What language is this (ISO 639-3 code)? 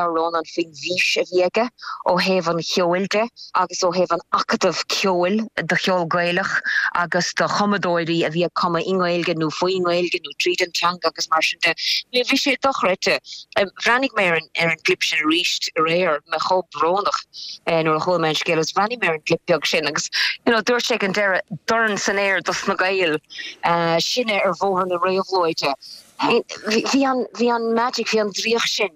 gle